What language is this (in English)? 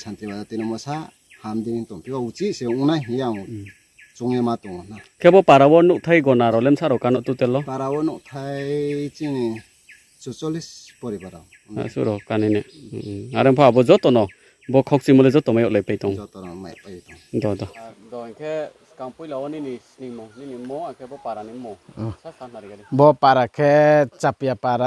Riang (India)